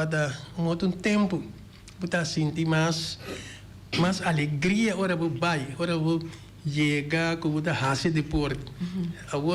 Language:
Papiamento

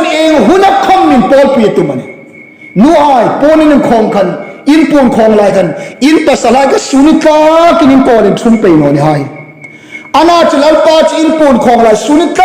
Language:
Hmar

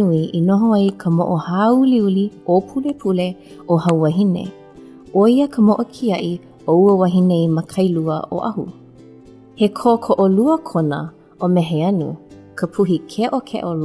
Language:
Hawaiian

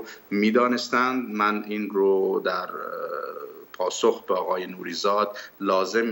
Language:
Persian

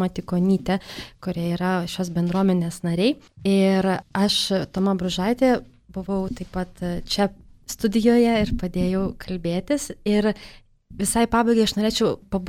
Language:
Lithuanian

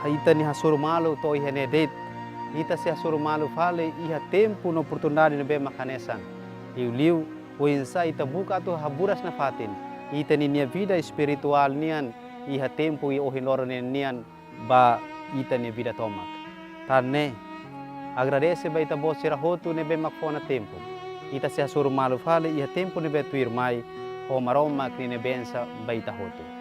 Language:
Tetum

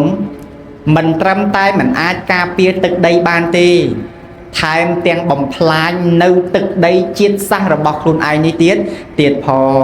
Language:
Khmer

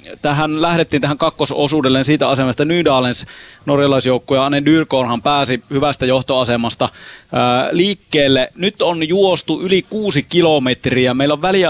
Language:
Finnish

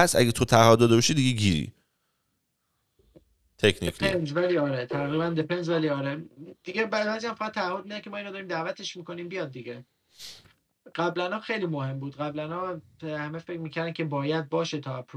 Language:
Persian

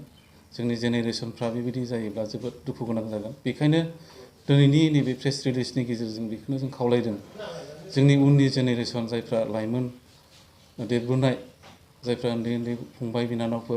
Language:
Bodo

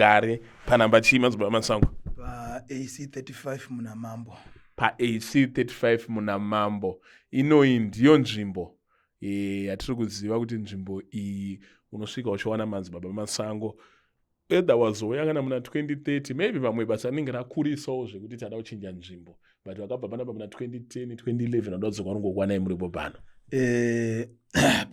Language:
Shona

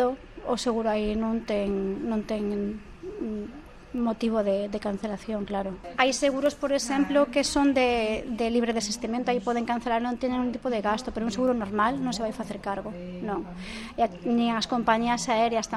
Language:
Galician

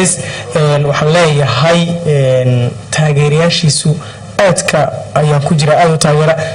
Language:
Somali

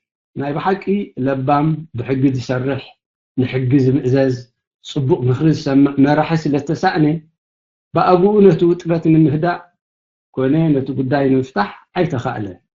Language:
Tigrinya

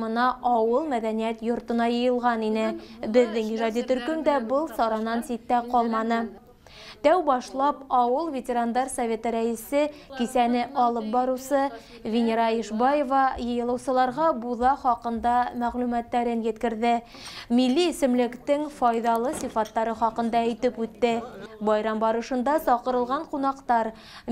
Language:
Bashkir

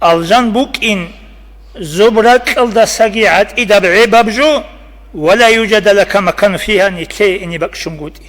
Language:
Avaric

